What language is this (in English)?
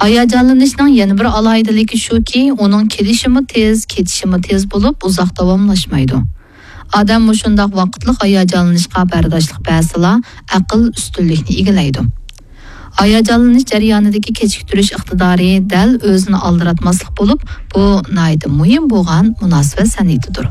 Uyghur